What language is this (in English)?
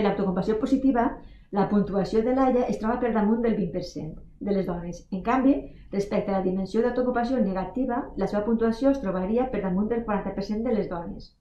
Catalan